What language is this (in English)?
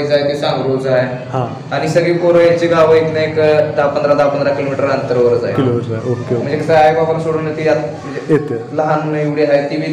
Marathi